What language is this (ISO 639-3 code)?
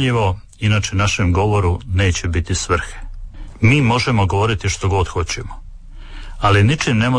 hrv